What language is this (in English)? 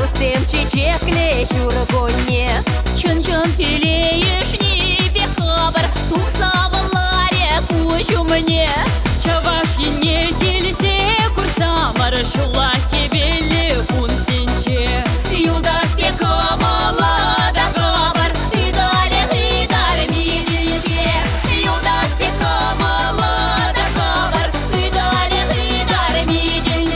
Chuvash